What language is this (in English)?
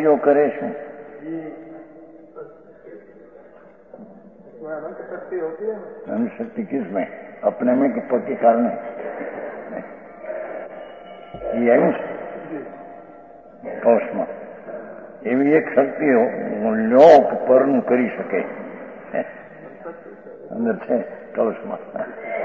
Gujarati